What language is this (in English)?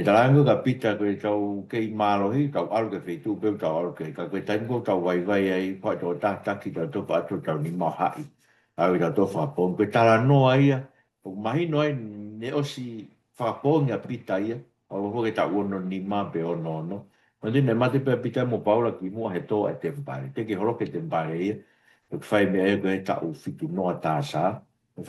Tongan